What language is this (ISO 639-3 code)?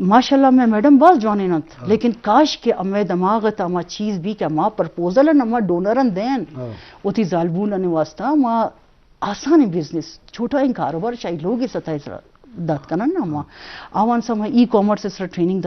bgp